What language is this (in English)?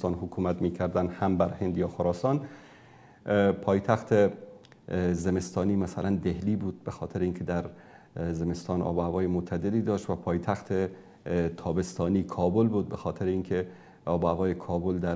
Persian